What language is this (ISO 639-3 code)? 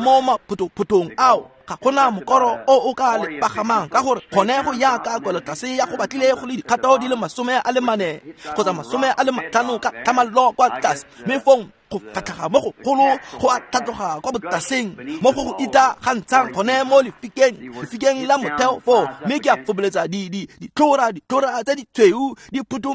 tsn